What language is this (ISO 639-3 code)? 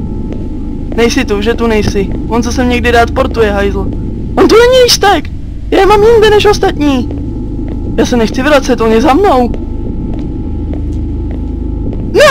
ces